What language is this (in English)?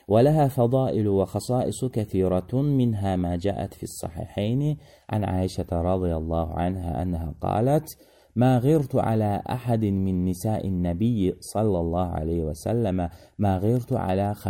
Azerbaijani